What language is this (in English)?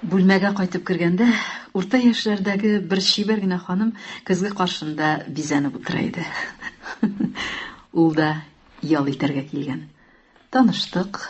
Tatar